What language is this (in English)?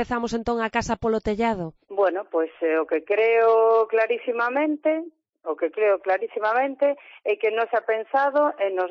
Galician